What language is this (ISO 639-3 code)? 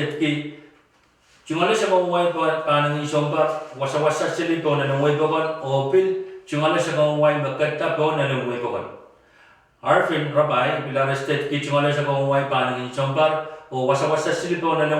pon